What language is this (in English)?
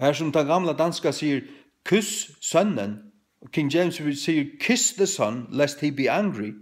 Faroese